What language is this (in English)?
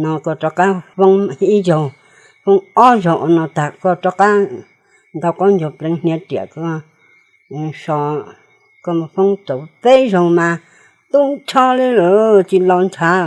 Hmong